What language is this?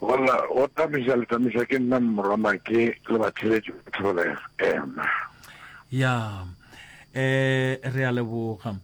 Northern Sotho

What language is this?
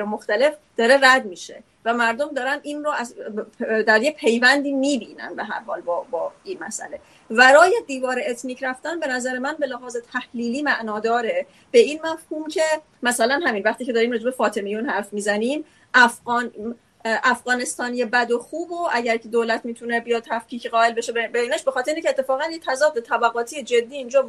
Persian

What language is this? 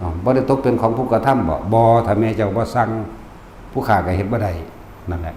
Lao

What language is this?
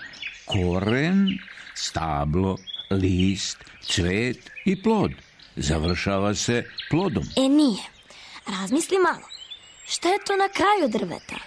Serbian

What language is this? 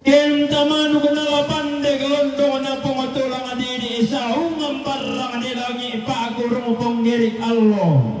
Toraja-Sa'dan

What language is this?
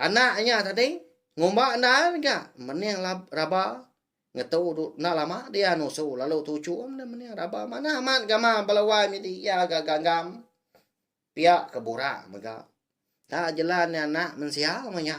Iban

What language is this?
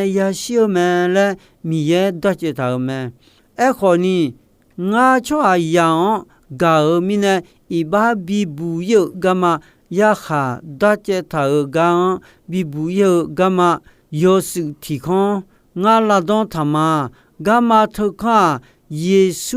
Akha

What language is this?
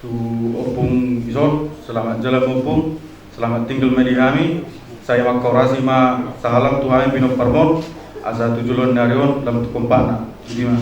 Batak Toba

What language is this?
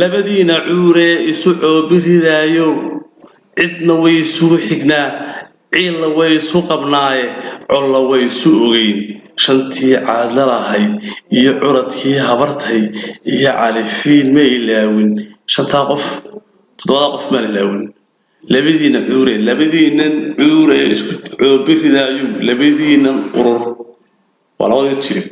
Somali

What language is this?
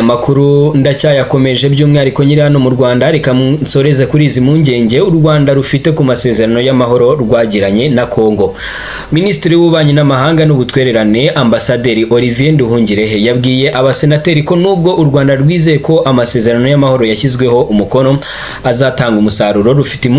Kinyarwanda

